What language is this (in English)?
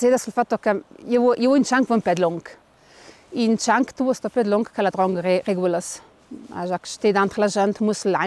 Ladin